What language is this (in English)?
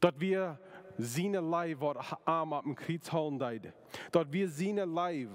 Plautdietsch